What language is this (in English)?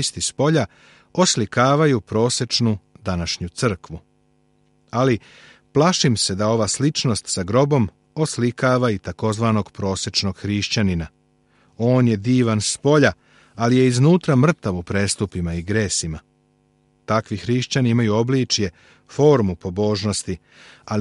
Serbian